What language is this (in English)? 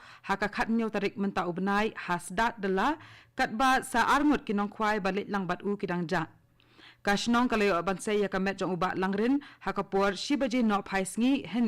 Khasi